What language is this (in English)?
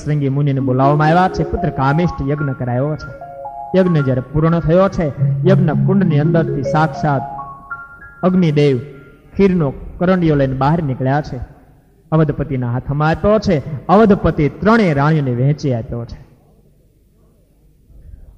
Gujarati